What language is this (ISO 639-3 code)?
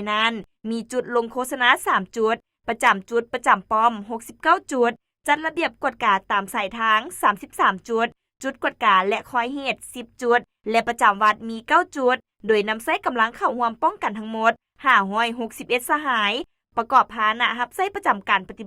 lao